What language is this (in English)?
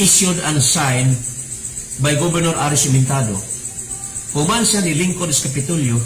Cebuano